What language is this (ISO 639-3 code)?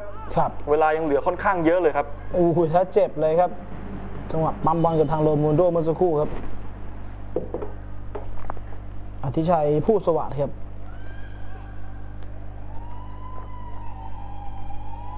tha